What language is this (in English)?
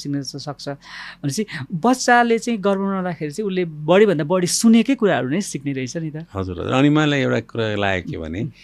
Nepali